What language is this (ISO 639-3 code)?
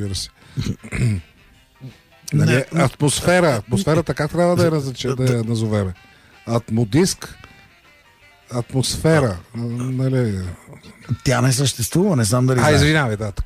bul